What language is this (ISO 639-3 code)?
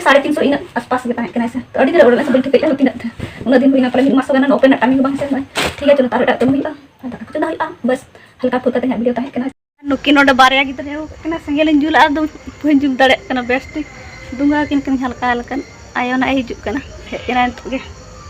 sat